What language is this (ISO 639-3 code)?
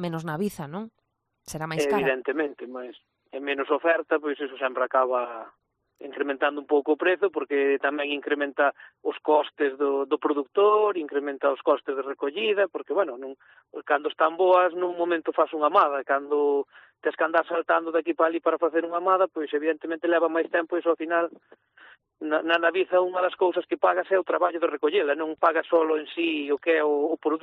glg